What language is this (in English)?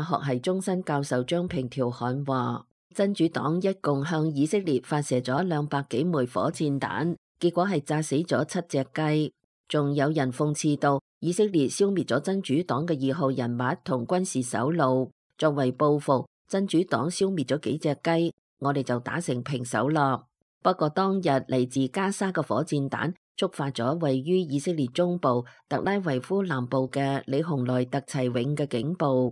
Cantonese